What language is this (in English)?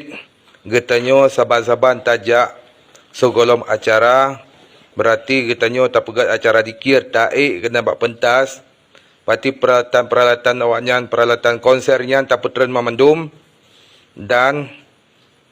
Achinese